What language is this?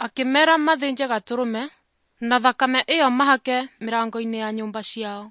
Kikuyu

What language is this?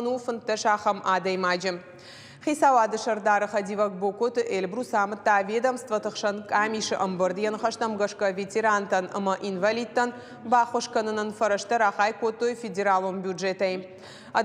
Ossetic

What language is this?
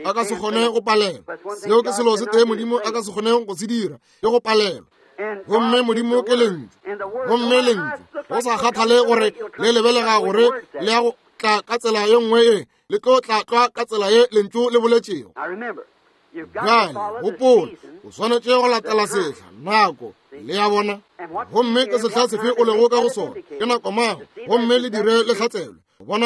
Northern Sotho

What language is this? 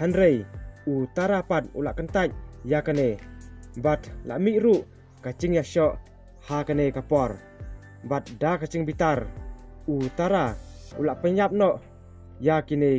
Khasi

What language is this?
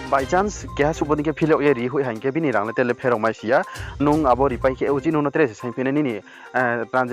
Riang (India)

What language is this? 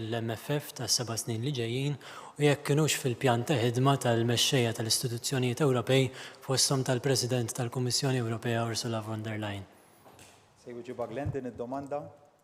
Maltese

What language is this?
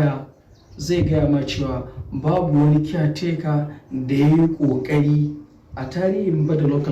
Hausa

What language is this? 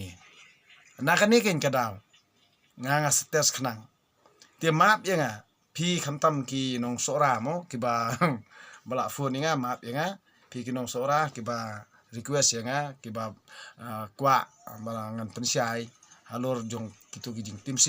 Khasi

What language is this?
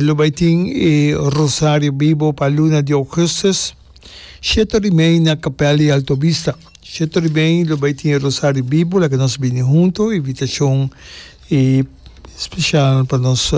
Papiamento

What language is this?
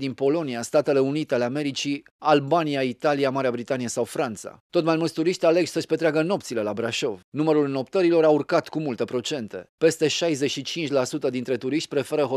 Romanian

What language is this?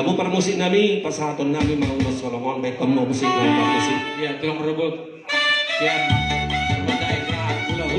Batak Toba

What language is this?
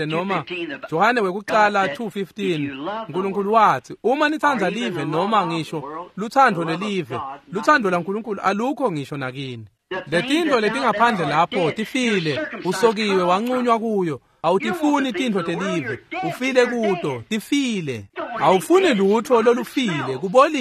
Swati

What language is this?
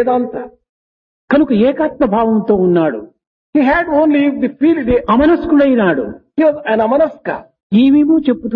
Telugu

